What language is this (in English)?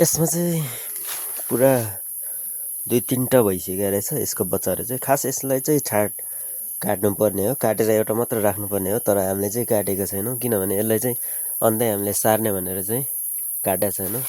Nepali